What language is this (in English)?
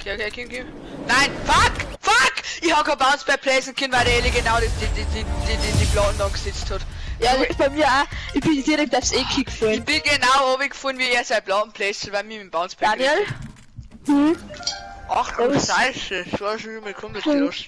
Bavarian